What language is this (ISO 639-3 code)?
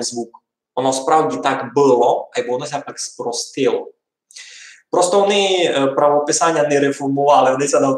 rue